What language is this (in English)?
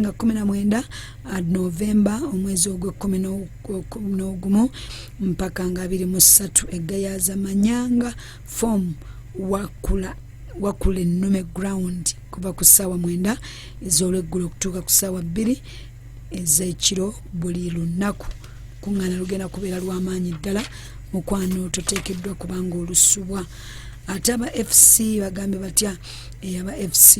Ganda